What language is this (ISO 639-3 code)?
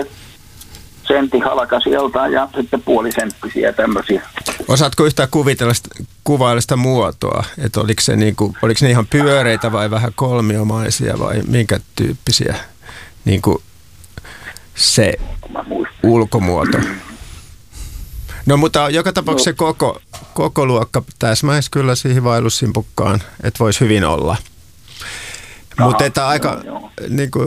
fin